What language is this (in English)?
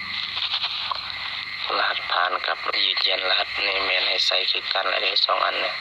Lao